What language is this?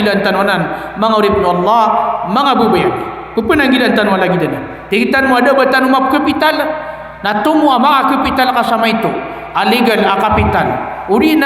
Maranao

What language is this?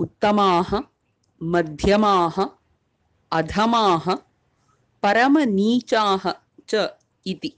Sanskrit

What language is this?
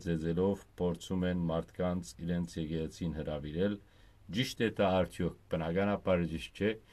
Western Armenian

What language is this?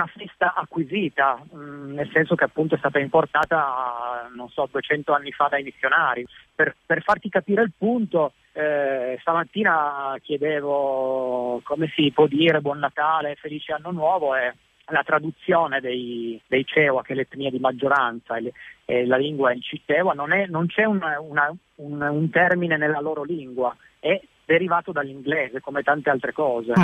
Italian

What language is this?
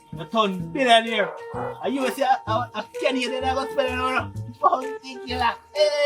Jamaican Creole English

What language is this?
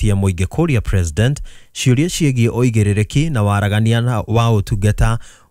Kikuyu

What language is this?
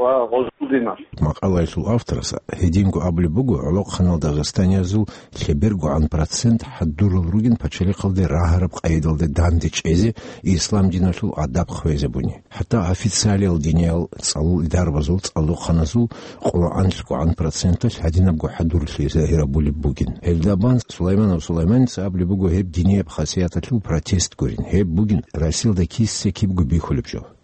Avaric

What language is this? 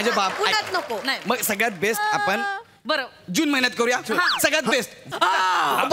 Marathi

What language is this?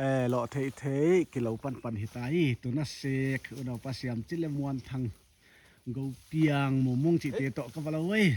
Paite Chin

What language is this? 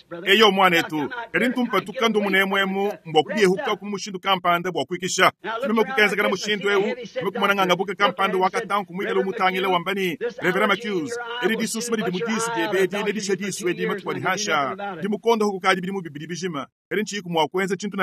Luba-Lulua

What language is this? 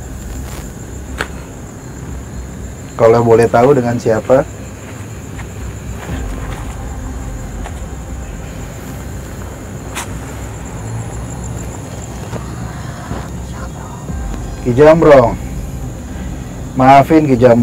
Indonesian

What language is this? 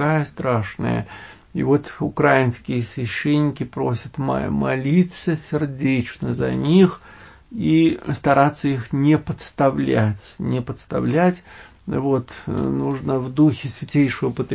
Russian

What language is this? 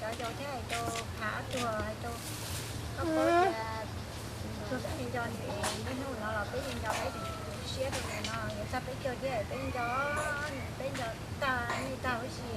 Hmong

